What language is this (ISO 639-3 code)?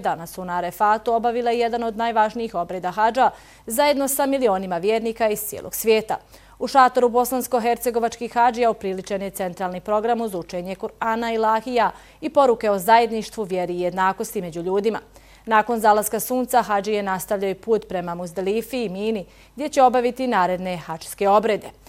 bos